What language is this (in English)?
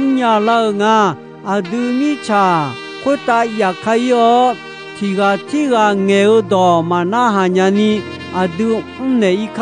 Akha